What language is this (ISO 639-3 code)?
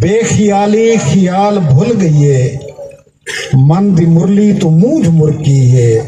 skr